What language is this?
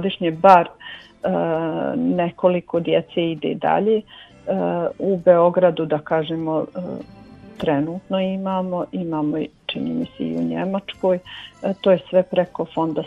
Bosnian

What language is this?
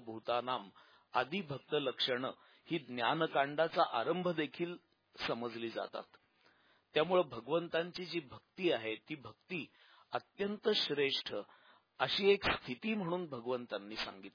Marathi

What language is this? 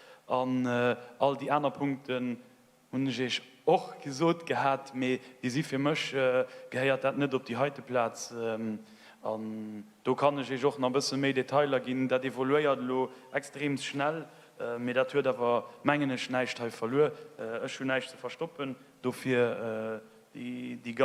Luxembourgish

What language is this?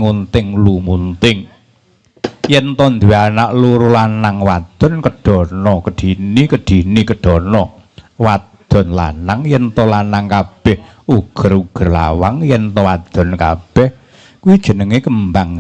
Javanese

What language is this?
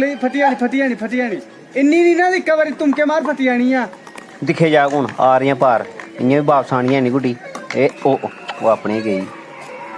Dogri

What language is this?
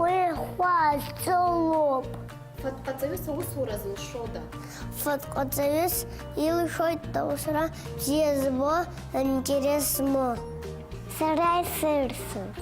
Abkhazian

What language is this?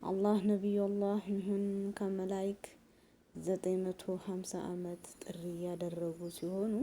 Amharic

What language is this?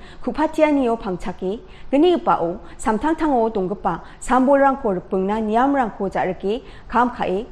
Garo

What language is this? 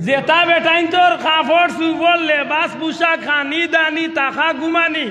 Sylheti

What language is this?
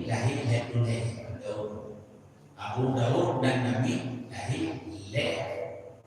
Achinese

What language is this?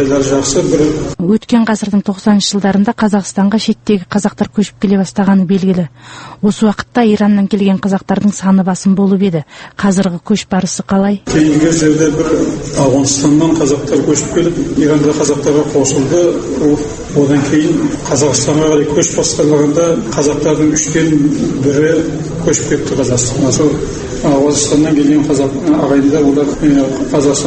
Kazakh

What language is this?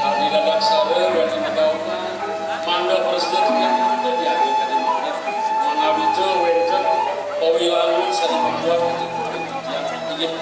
Balinese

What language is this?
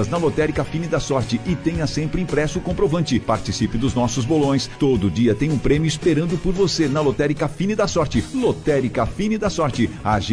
Portuguese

